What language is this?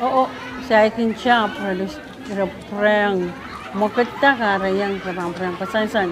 Pohnpeian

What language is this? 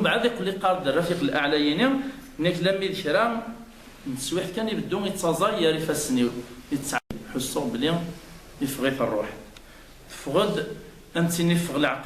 Kabyle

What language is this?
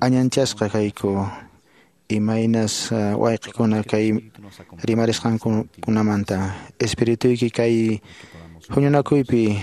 Quechua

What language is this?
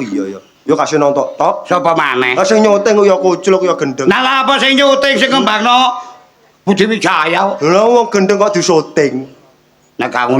Javanese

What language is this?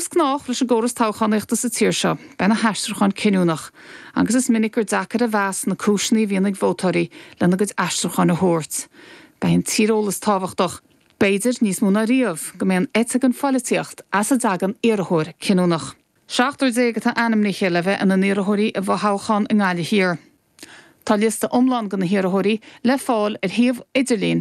Irish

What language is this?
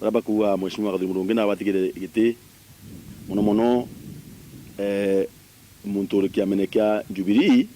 Meru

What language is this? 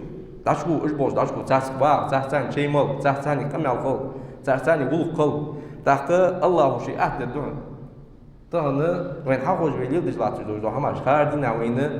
Ingush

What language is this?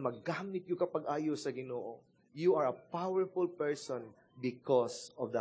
Cebuano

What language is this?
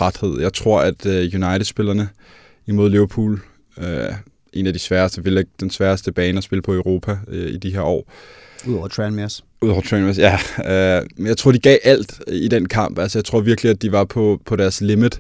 Danish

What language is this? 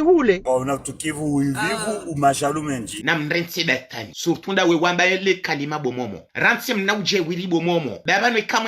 Ngazidja Comorian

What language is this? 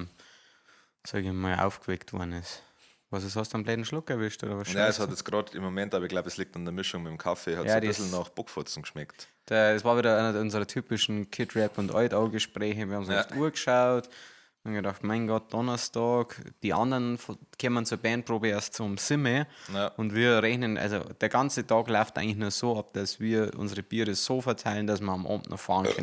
Bavarian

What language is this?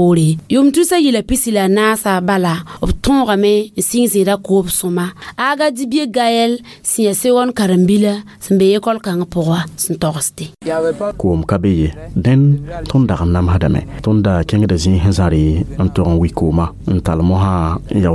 Mossi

